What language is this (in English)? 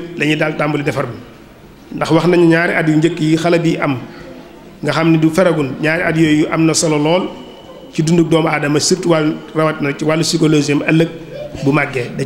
Wolof